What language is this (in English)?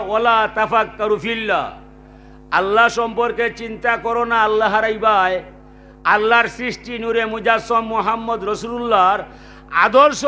Sylheti